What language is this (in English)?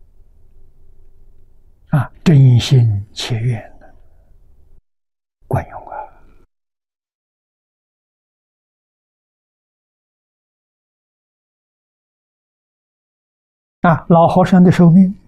Chinese